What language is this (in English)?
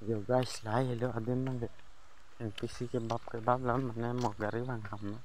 Karbi